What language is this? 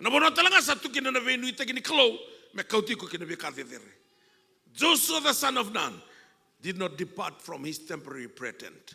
Fijian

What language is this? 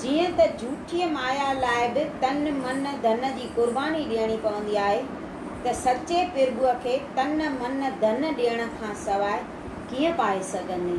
Sindhi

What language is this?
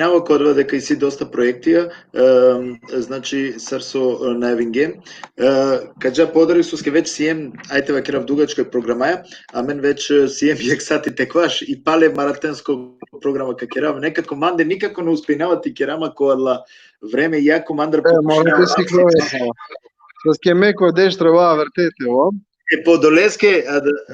Balkan Romani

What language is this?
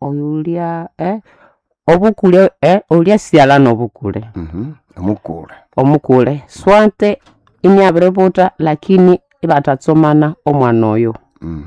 Nande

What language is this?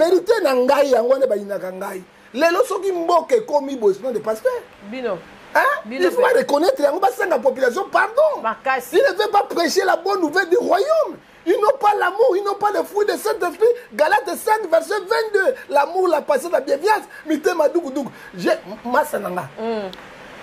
Lingala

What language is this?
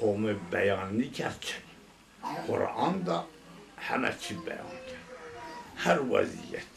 Zaza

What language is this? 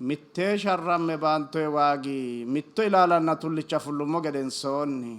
Sidamo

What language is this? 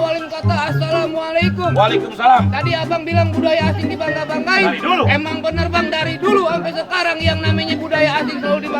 Betawi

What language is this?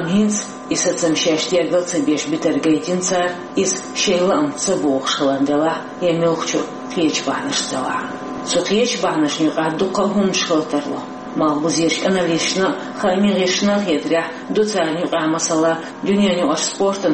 Chechen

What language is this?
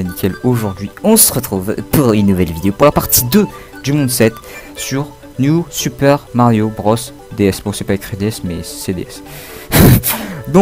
French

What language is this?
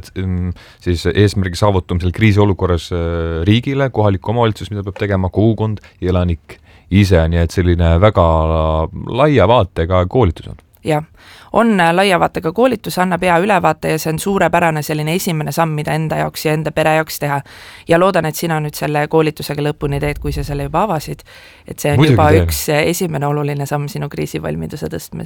Estonian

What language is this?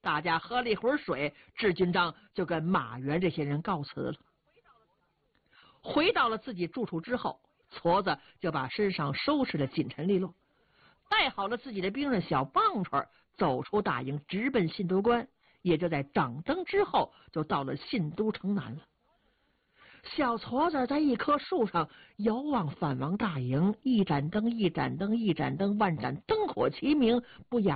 Chinese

